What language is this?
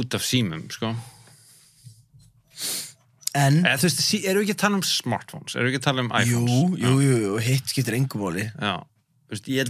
Icelandic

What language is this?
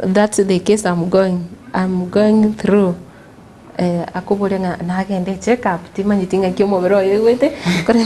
Gusii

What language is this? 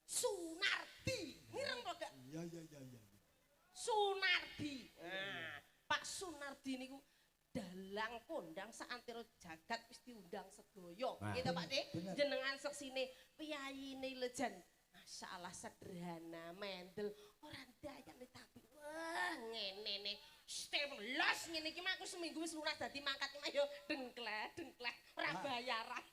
Javanese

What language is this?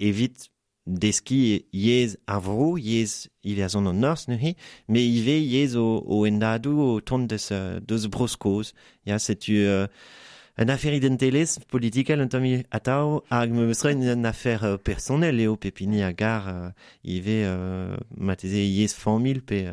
Breton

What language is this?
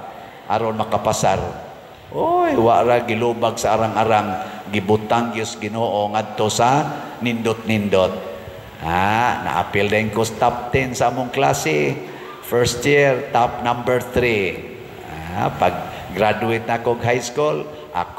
Cebuano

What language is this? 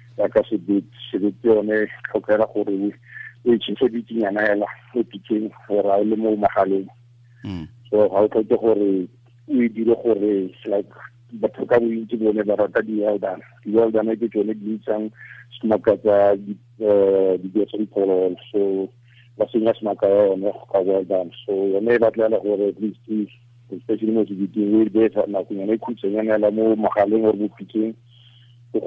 Tswana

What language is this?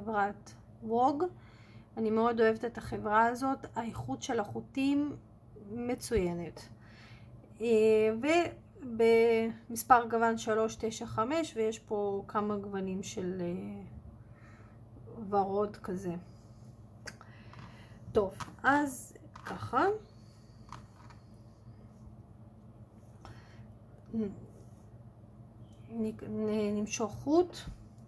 Hebrew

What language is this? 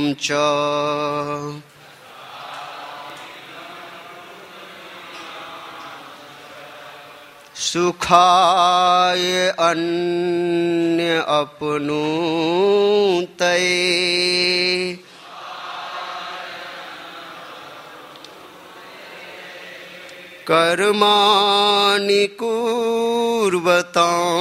Hindi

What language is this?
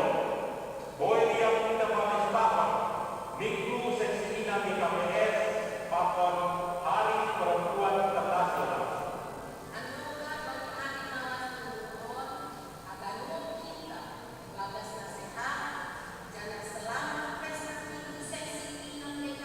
Batak Simalungun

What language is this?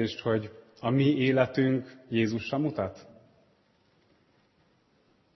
Hungarian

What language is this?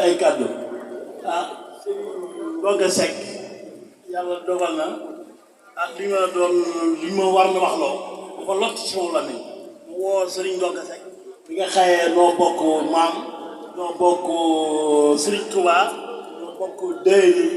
Wolof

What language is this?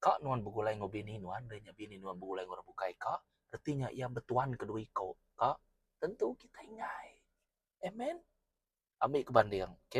Iban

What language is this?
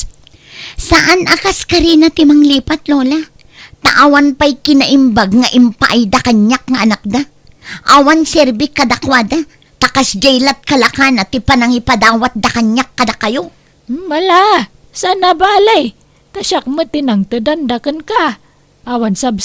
Iloko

